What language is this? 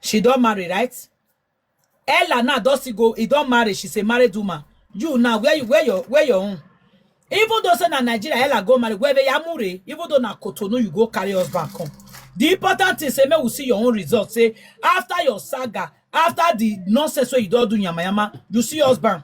Nigerian Pidgin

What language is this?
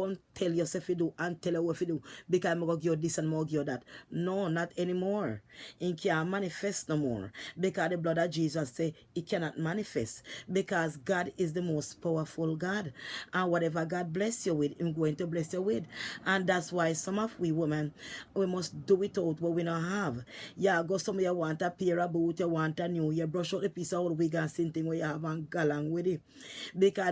Jamaican Creole English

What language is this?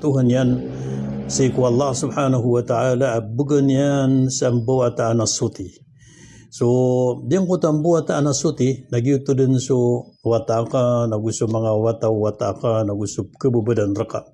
Maranao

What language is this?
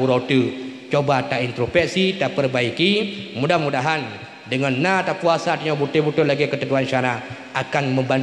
Achinese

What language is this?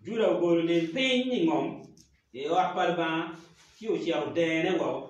Acoli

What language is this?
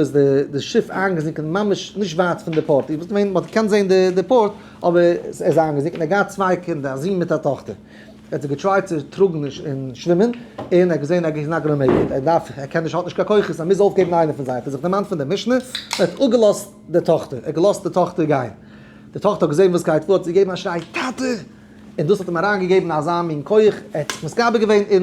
Yiddish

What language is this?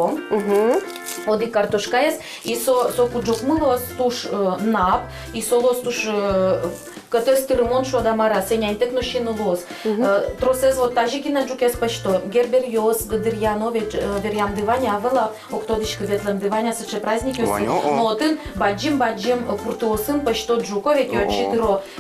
Udmurt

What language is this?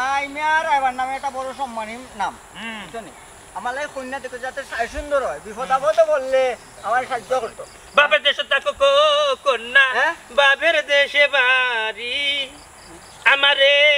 Sylheti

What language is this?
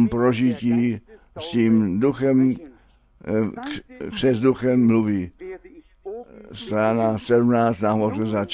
Czech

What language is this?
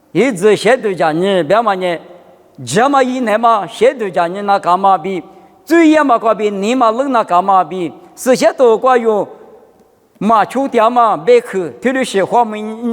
Lisu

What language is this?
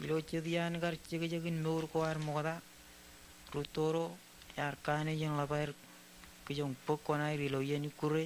Marshallese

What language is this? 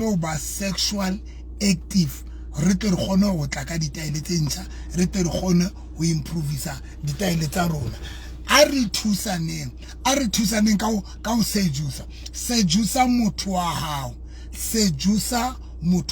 Southern Sotho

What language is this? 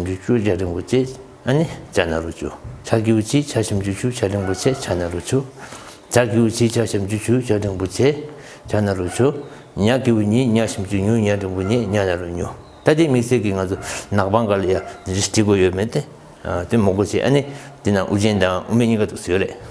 Tibetan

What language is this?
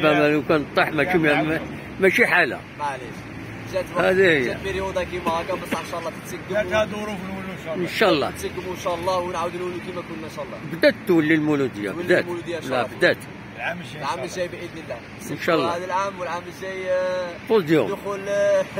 Algerian Arabic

